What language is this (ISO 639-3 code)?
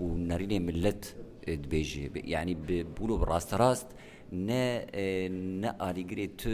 kur